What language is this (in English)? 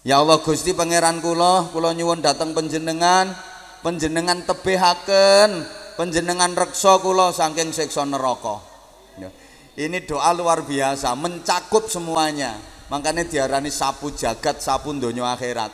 Javanese